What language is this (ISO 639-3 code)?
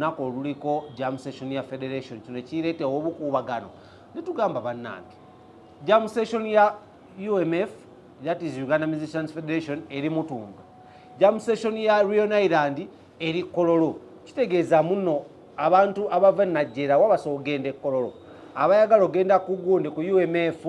lug